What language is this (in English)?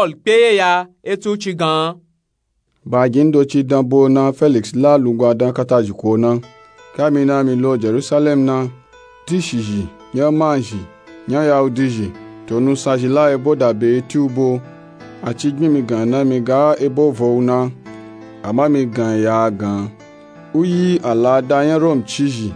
Nupe-Nupe-Tako